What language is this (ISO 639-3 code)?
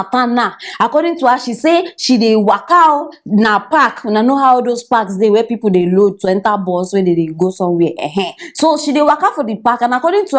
pcm